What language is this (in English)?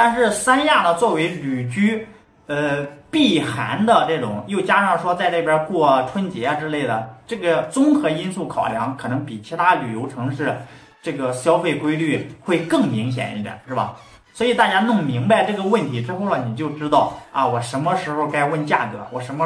Chinese